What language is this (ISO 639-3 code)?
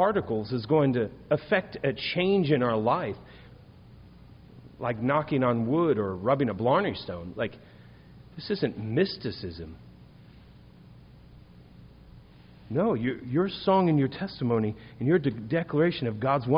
eng